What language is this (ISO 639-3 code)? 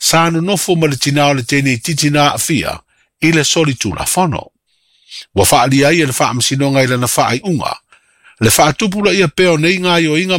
smo